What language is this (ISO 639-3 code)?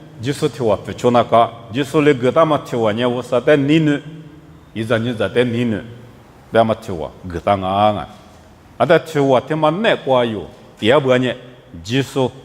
lis